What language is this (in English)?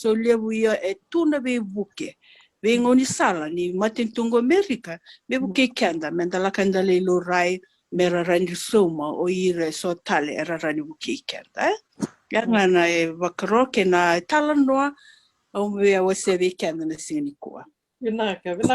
Fijian